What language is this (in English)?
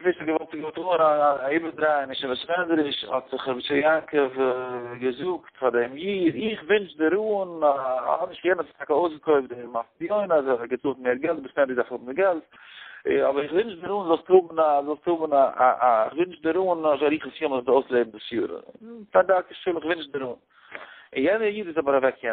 Yiddish